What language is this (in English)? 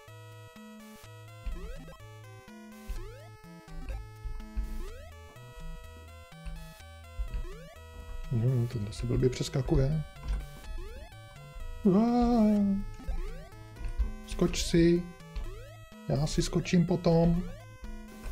Czech